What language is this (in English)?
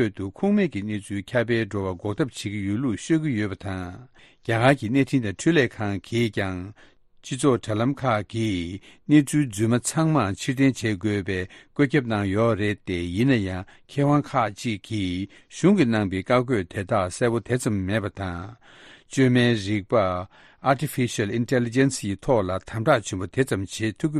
Tibetan